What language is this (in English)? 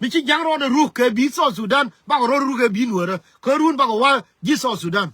Nuer